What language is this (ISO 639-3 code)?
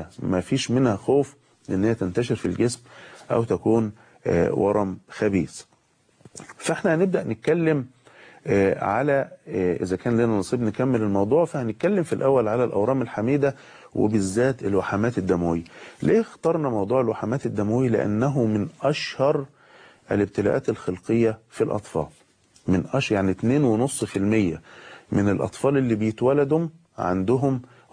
arz